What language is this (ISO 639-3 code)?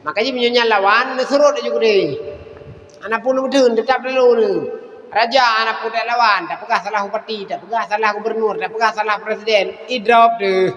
ace